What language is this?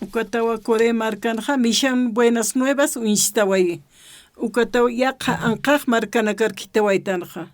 Aymara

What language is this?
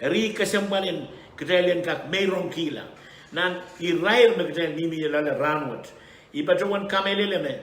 Pohnpeian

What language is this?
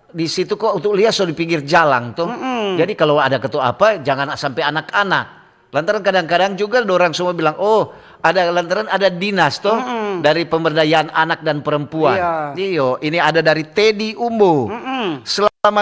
Manado Malay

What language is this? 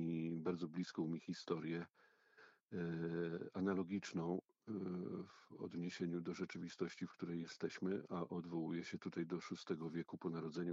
Polish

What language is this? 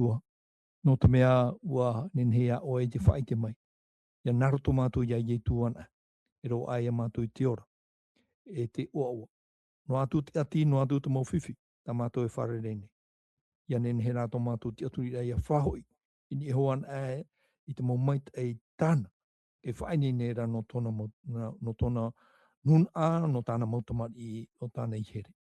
Tahitian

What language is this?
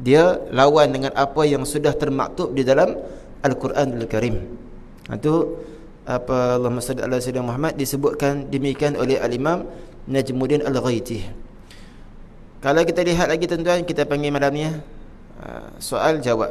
Malay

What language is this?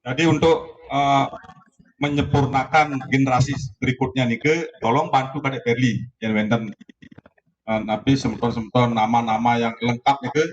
Balinese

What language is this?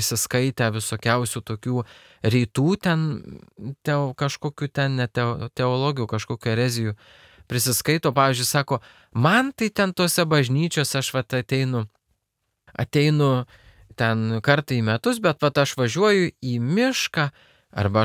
Lithuanian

